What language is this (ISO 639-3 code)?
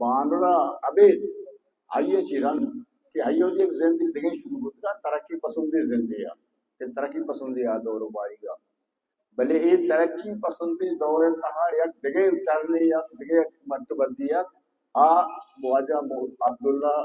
bal